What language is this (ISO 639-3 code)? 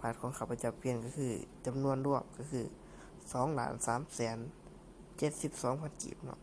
lao